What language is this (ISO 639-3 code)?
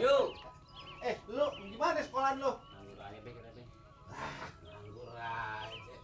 bew